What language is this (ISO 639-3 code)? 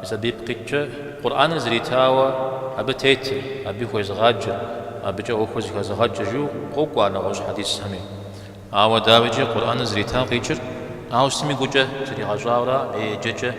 kbd